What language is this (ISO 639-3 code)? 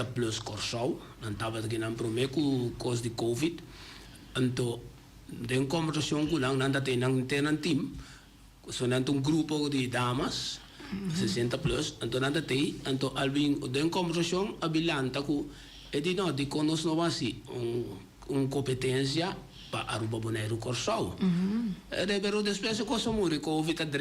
pap